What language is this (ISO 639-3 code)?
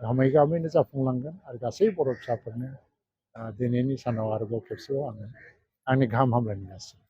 brx